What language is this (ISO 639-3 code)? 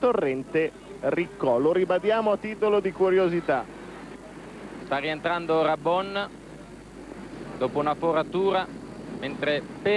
ita